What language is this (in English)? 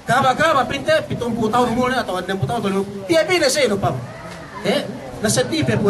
Yakan